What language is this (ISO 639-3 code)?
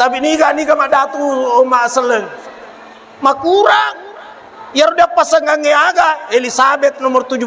bug